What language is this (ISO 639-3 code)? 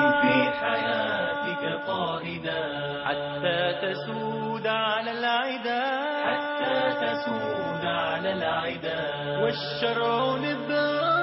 ara